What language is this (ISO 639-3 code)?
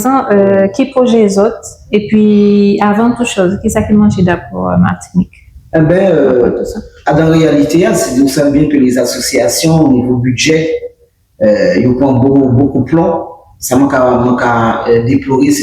gcf